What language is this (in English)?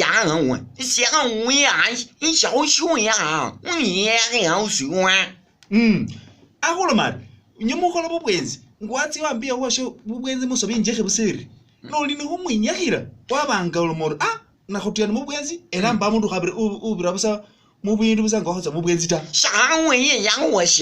Masaaba